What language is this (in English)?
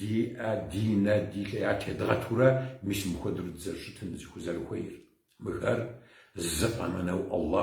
Kabardian